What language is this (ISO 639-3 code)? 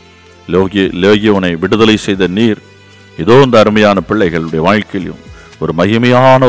tam